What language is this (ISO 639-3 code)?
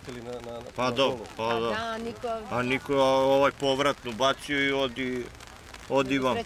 srp